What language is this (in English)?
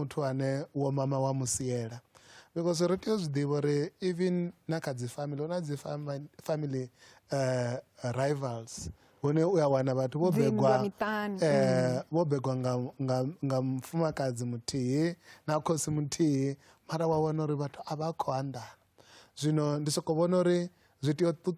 Venda